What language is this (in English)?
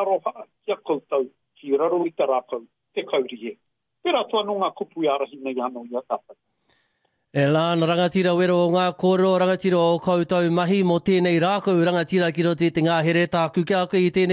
Māori